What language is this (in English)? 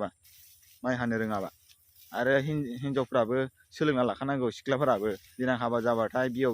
Bodo